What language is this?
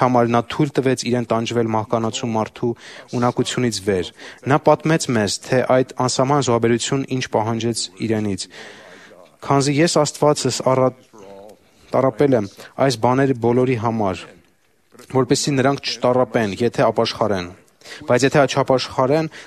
Armenian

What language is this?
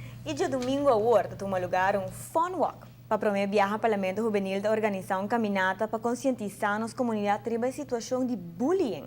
Papiamento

